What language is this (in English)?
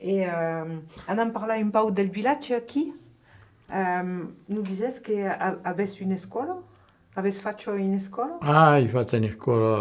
Occitan